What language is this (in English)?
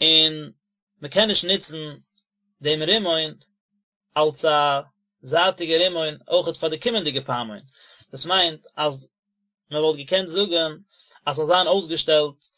Yiddish